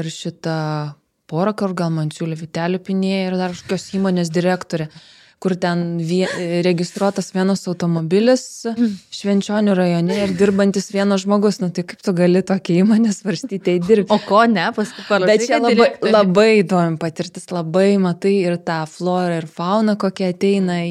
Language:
Lithuanian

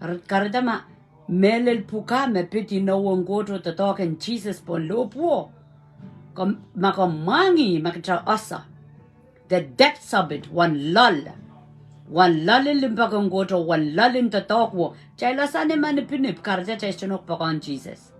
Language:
Pohnpeian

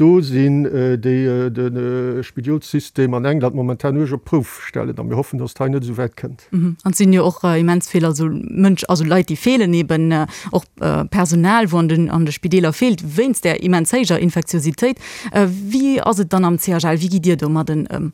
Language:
Luxembourgish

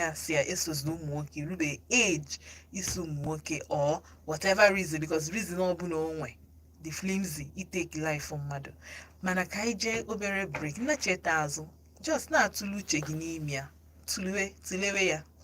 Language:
Igbo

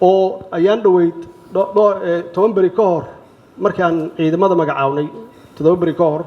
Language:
Somali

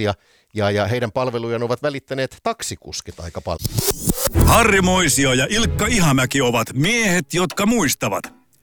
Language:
Finnish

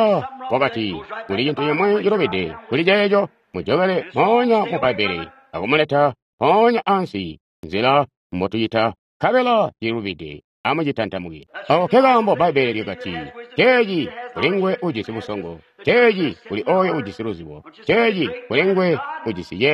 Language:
Tonga (Zambia)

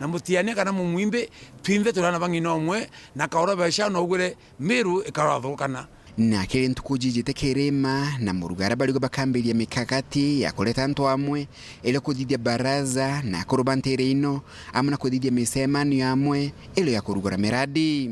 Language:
Meru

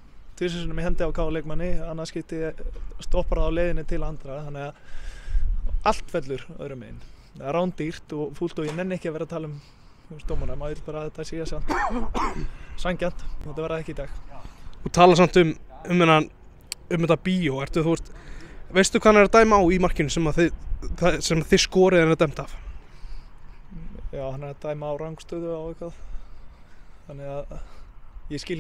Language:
Icelandic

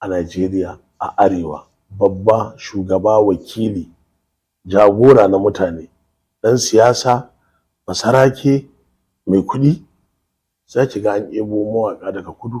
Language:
Hausa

